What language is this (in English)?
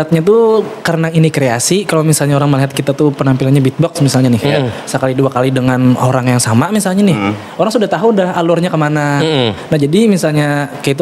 Banjar